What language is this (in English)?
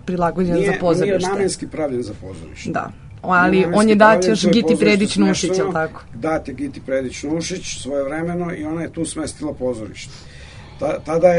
Serbian